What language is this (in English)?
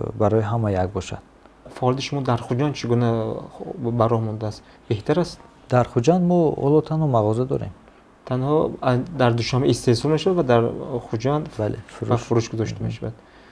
Tajik